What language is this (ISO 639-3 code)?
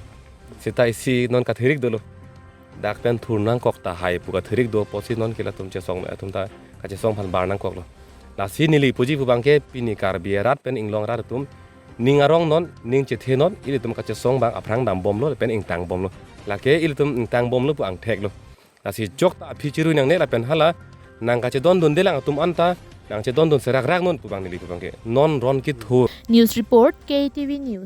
mjw